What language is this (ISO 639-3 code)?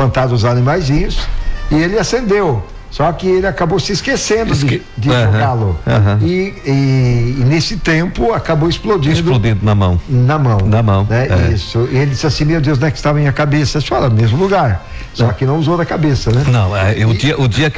por